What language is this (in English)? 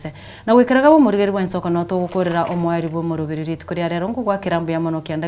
Gusii